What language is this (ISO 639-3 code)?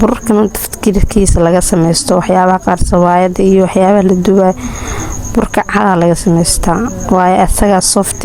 som